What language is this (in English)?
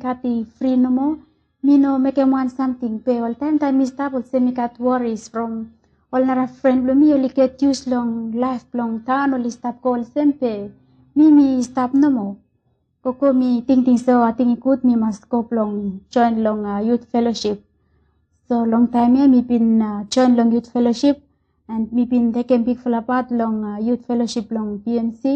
Bislama